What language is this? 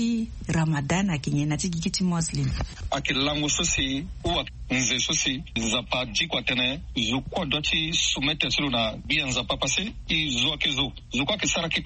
Sango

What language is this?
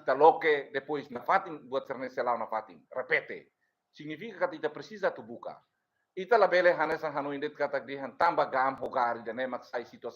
Tetum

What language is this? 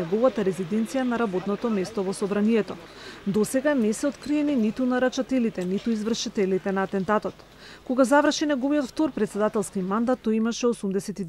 Macedonian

